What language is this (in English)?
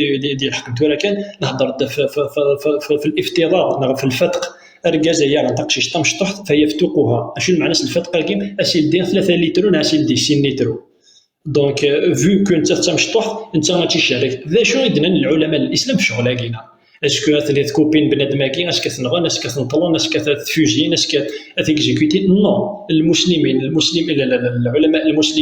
Kabyle